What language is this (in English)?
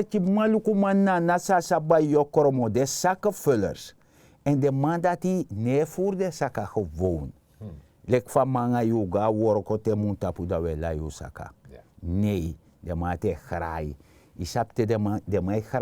Sranan Tongo